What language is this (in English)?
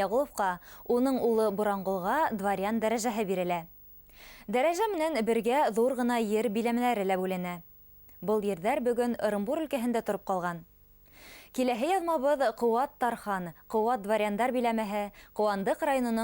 Bashkir